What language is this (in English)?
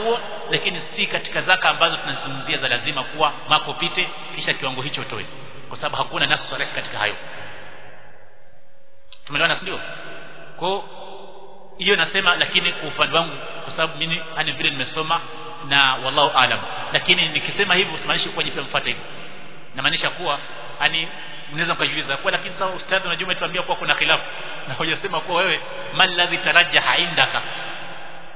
Swahili